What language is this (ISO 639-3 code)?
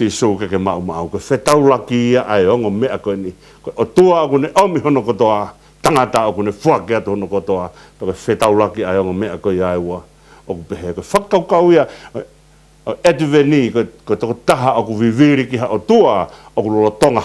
ton